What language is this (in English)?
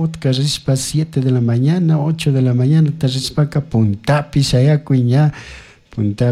Chimborazo Highland Quichua